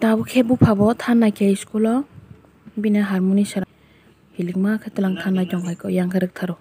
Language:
Kok Borok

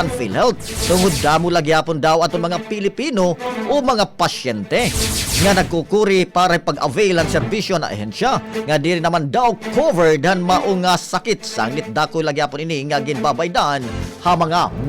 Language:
Waray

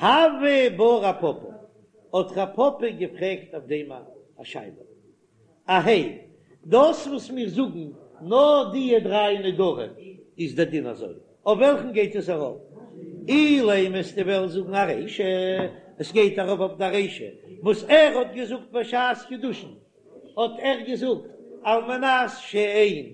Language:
Yiddish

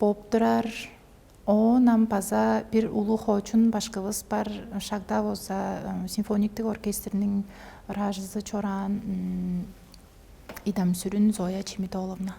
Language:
Tuvinian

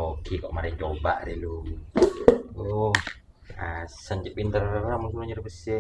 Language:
Madurese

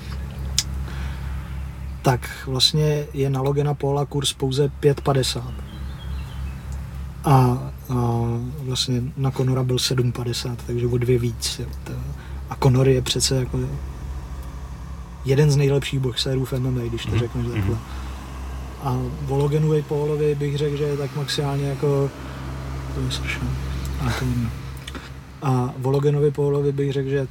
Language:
Czech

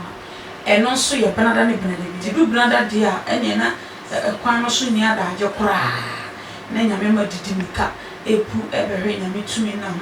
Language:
Akan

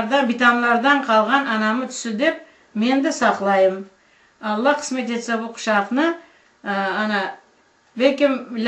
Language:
Crimean Tatar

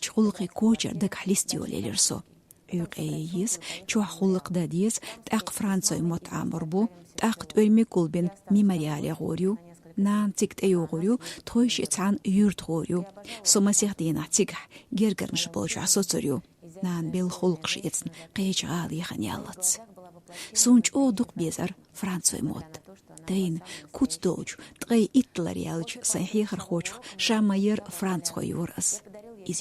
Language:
Chechen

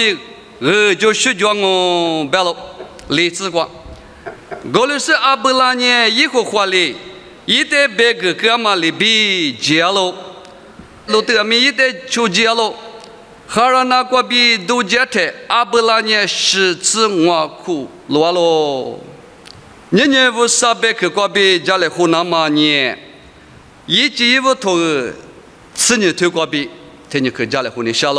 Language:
Lisu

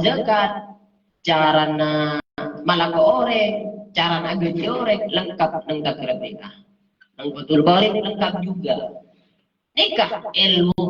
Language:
Madurese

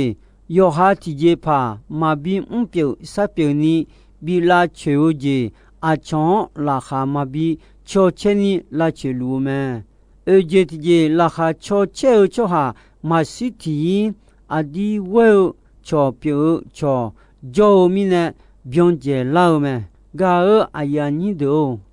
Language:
Akha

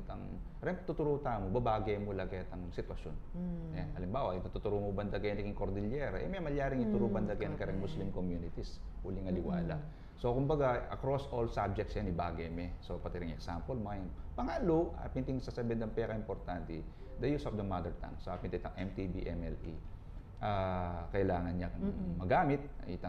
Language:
Pampanga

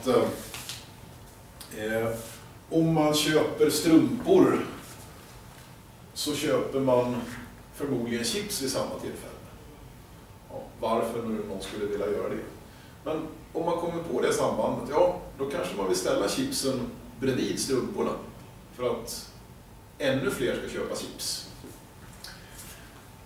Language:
Swedish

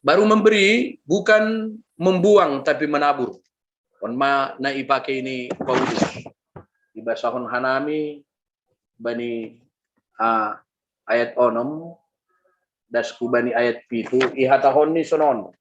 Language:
Batak Simalungun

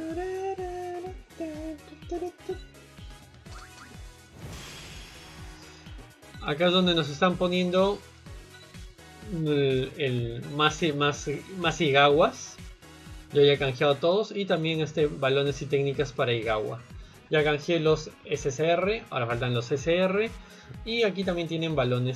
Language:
Spanish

